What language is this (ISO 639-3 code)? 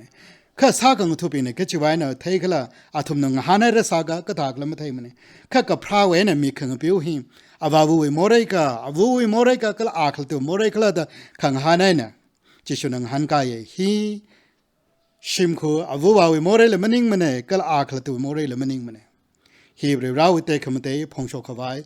nmf